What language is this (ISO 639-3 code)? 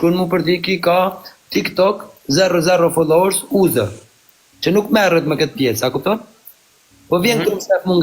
sqi